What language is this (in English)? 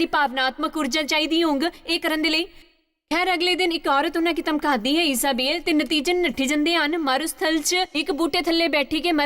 Dogri